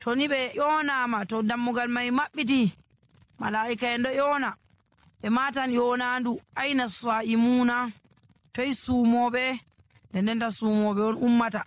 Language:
Nigerian Fulfulde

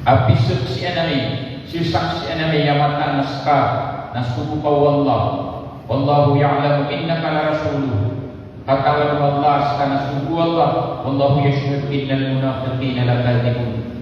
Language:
Maranao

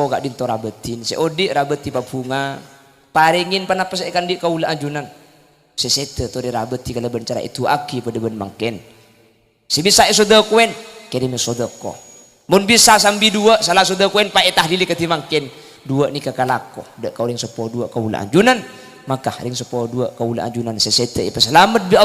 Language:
Madurese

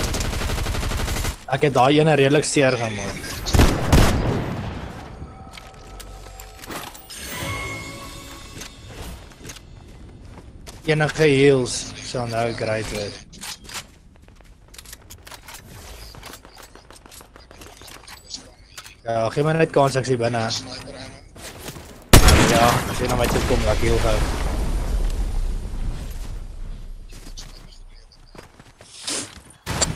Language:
Afrikaans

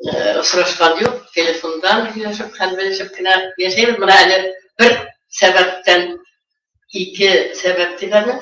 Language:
Bashkir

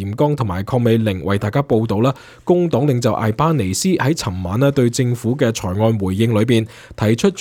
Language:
Cantonese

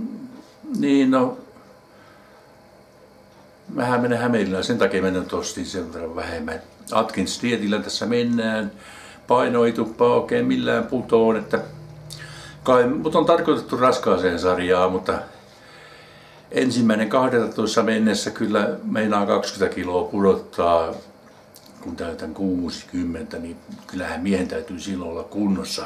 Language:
Finnish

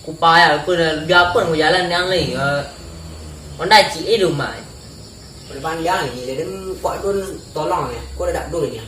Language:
Minangkabau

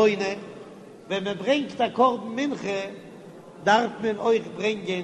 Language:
Yiddish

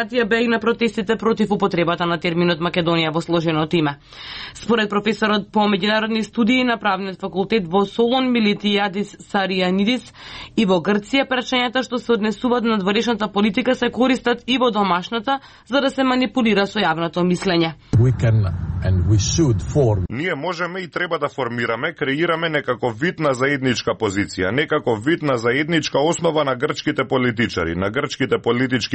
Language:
Macedonian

